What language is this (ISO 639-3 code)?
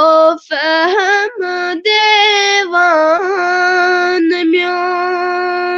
kas